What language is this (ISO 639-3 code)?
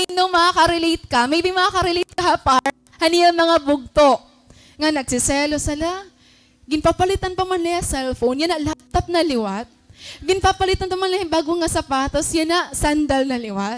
war